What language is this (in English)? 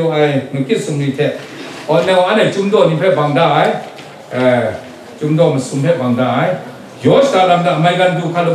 Kachin